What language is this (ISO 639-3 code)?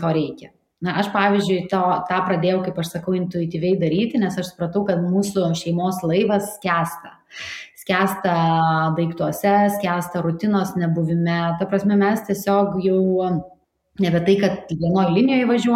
lit